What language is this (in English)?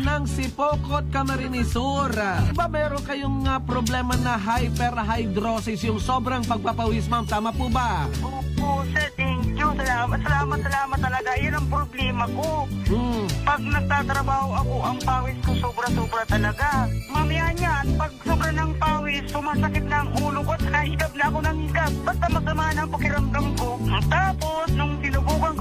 Filipino